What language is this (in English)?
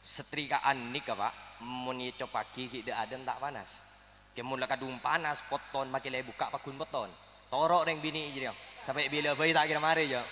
Madurese